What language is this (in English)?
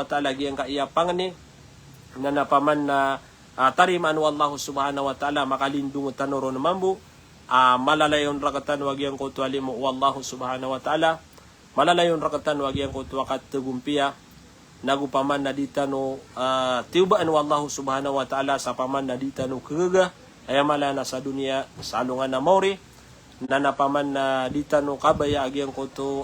Maranao